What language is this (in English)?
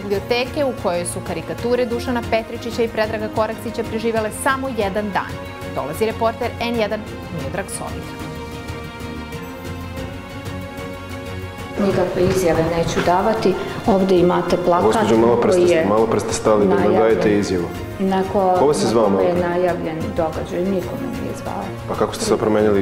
Serbian